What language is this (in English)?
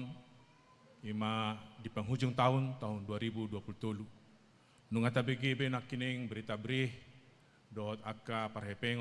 Batak Toba